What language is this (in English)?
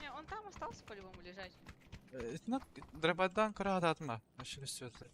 Yakut